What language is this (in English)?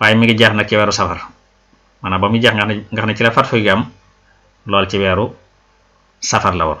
Wolof